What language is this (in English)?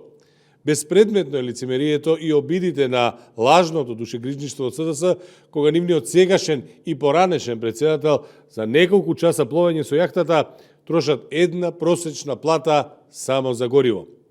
Macedonian